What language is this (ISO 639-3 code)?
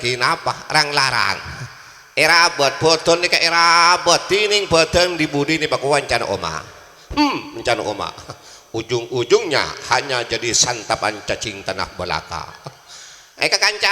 mad